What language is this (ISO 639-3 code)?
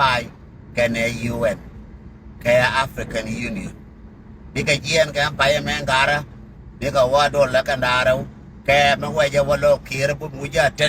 nus